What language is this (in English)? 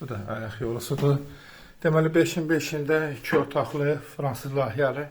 Azerbaijani